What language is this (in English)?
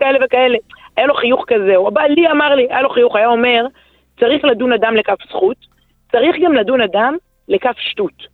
Hebrew